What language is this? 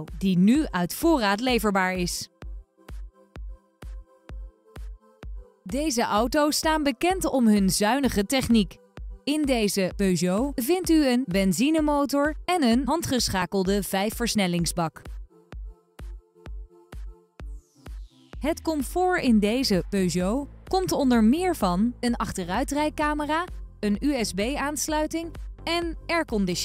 Dutch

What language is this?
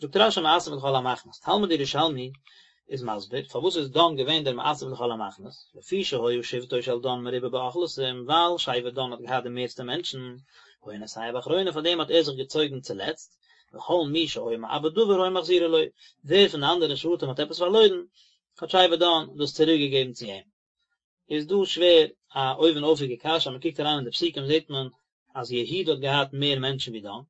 Yiddish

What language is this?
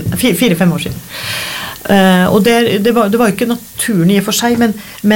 Norwegian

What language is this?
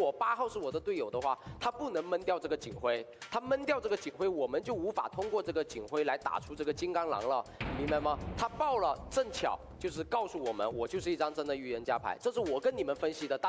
Chinese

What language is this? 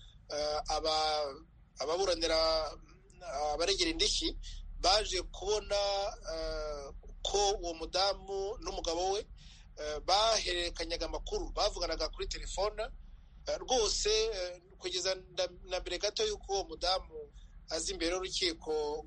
Kinyarwanda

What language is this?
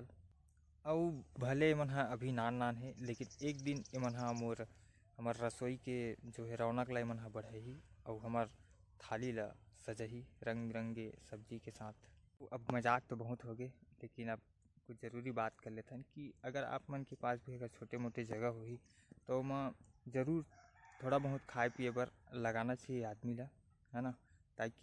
Chhattisgarhi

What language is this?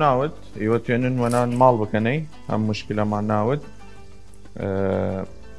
Southern Kurdish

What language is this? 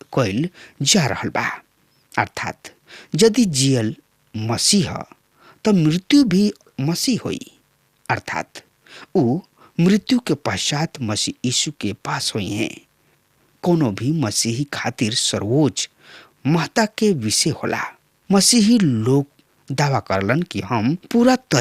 Bhojpuri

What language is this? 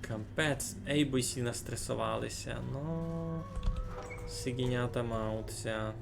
Rusyn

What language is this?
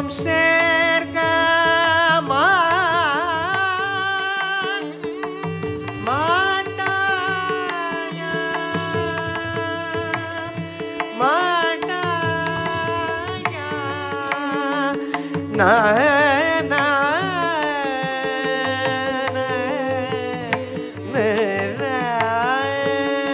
Tamil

